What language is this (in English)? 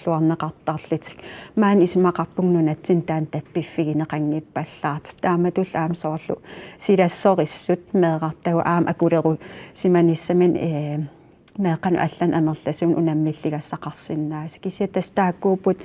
Kalaallisut